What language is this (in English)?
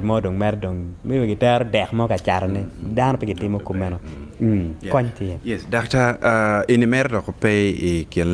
Acoli